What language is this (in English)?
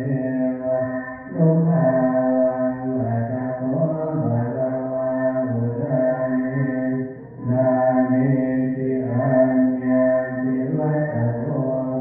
Pali